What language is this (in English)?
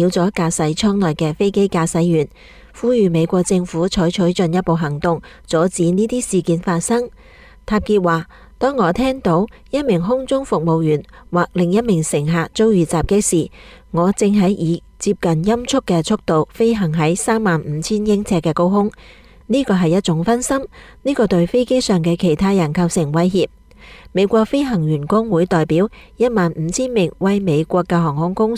Cantonese